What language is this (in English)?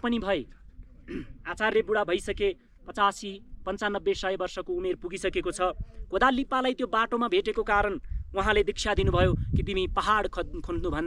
Nepali